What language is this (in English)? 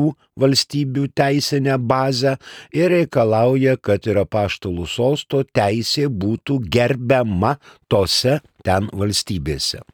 Lithuanian